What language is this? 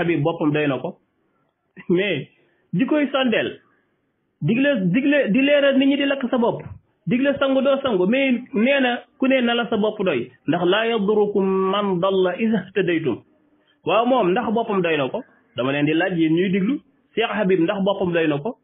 Wolof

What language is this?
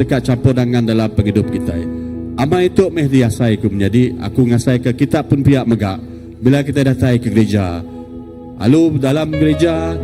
Iban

